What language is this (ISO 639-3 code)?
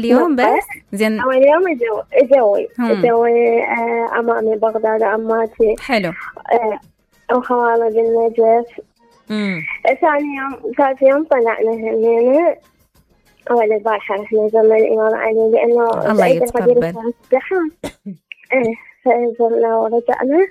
acm